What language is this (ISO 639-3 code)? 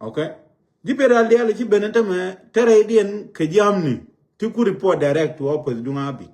nus